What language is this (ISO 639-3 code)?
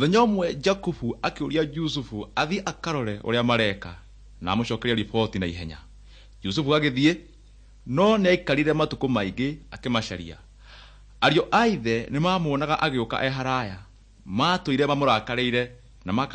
kik